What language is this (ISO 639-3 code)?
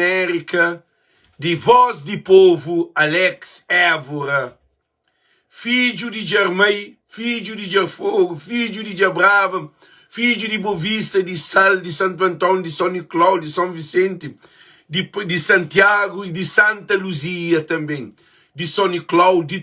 kea